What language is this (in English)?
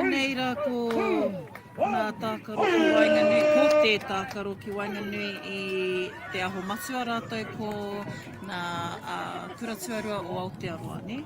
Māori